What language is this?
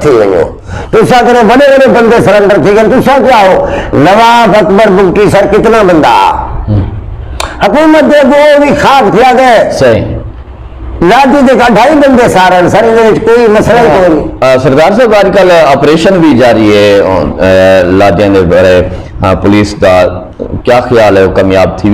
Saraiki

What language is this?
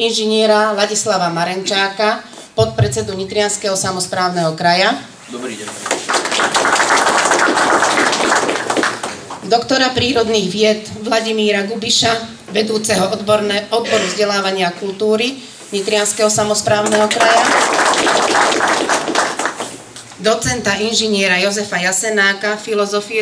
Slovak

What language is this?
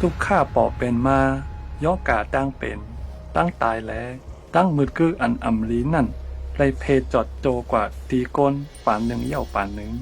Shan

